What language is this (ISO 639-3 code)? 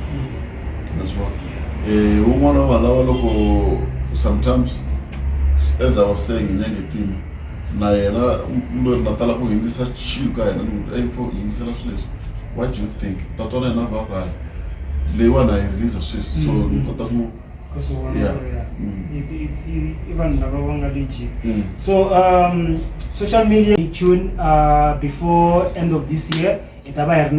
tso